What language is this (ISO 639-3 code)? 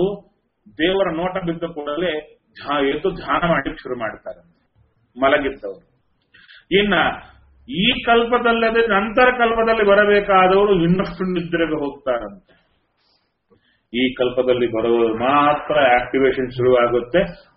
kan